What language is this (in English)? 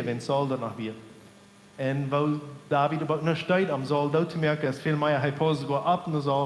Plautdietsch